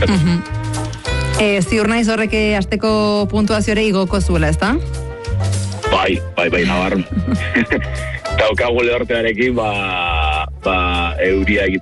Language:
Basque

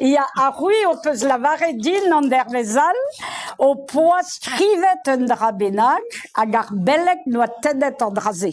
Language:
Breton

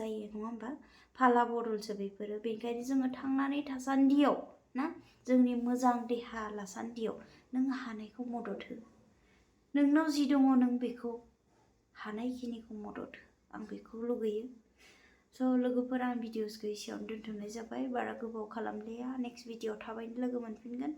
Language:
Bodo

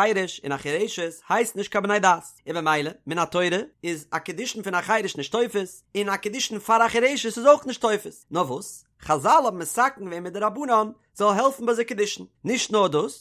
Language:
Yiddish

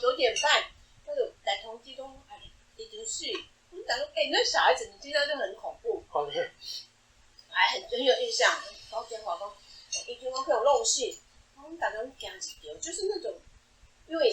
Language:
Min Nan Chinese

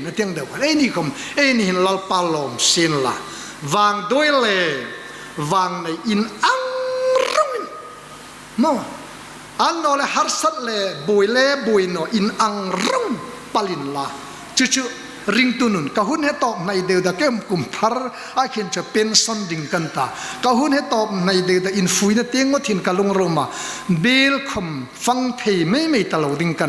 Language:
Hmar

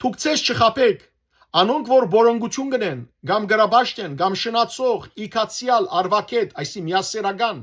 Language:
Western Armenian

